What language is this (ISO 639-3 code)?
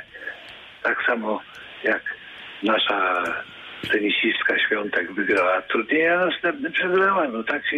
pol